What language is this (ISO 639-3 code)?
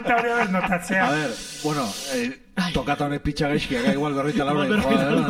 eus